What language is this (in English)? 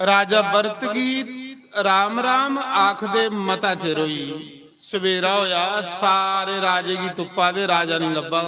Dogri